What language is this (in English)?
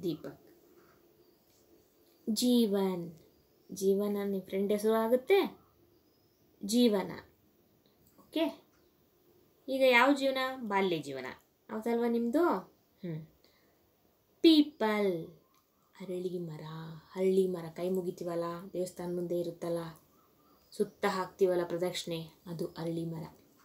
Kannada